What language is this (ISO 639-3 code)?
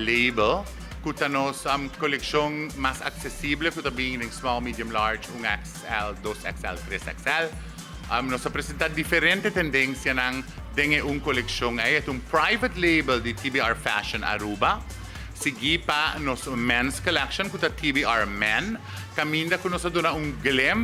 pap